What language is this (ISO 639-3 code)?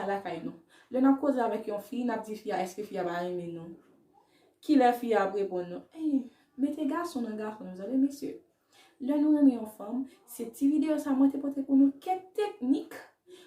hat